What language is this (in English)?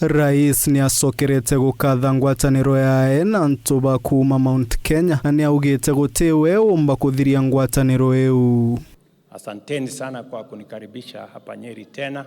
Meru